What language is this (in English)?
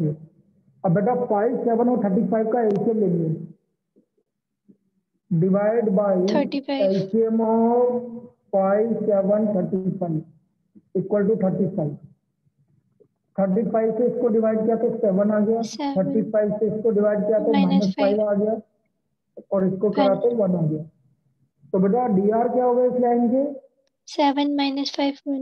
Hindi